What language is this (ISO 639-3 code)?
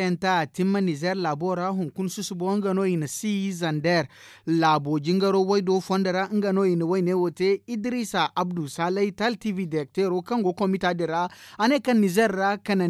dje